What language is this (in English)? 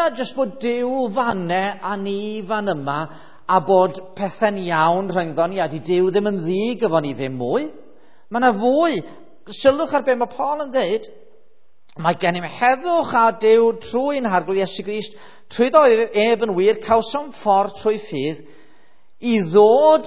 Welsh